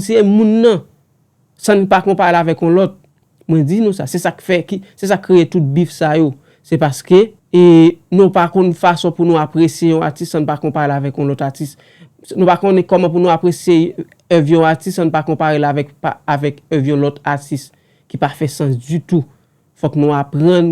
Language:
Haitian Creole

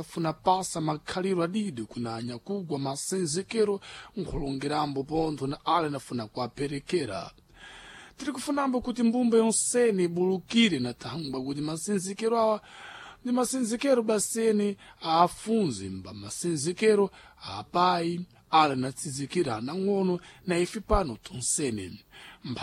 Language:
Sena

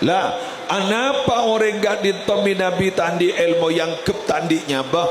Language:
Madurese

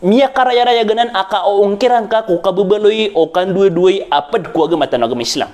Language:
Maranao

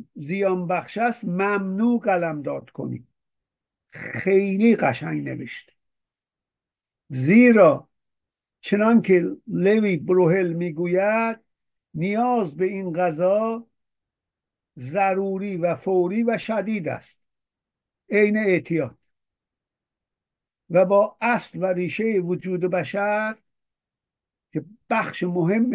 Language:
Persian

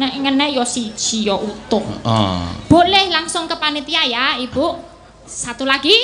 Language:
Javanese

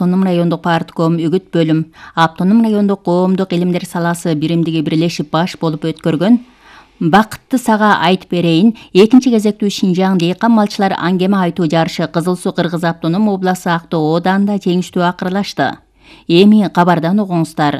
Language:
Kyrgyz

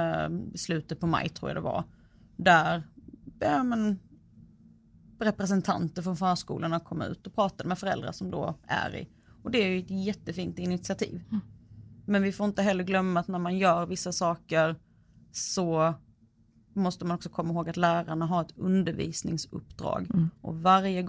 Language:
Swedish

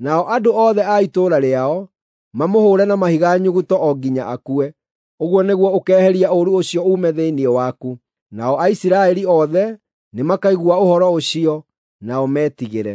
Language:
Kikuyu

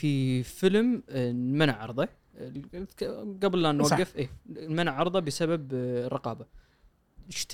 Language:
Gulf Arabic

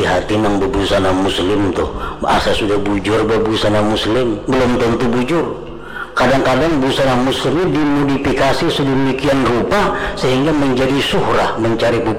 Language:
Banjar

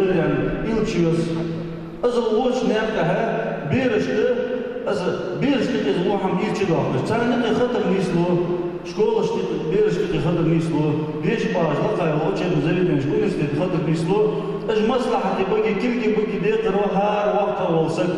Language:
Ingush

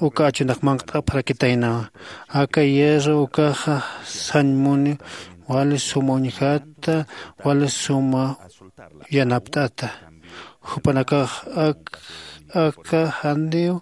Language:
Aymara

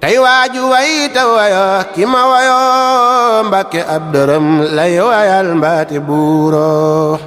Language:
Wolof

